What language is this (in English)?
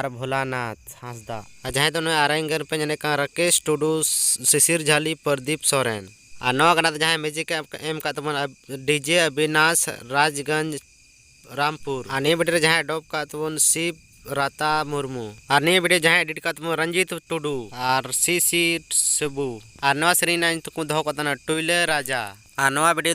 Santali